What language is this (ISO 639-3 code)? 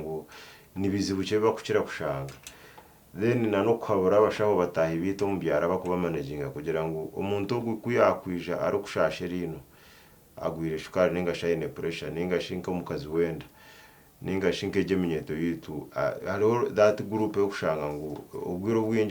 nyn